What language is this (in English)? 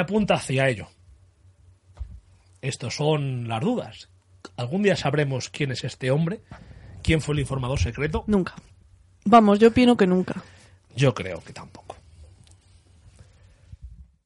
Spanish